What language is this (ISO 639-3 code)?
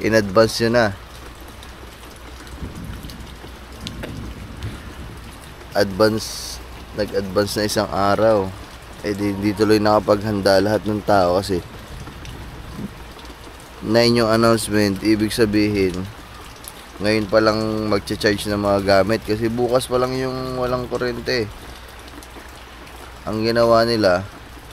fil